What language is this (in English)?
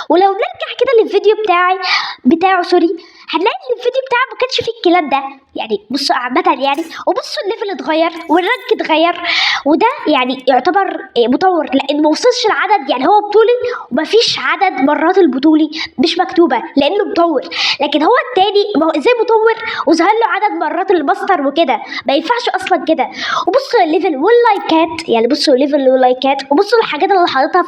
Egyptian Arabic